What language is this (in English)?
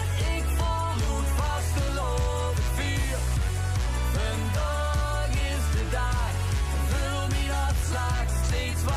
Limburgish